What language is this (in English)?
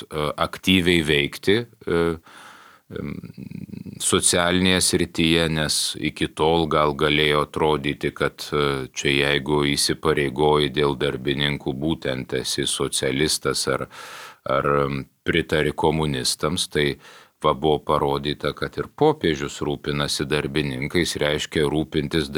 Lithuanian